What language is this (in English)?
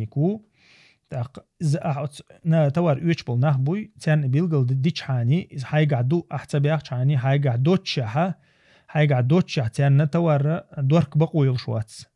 Chechen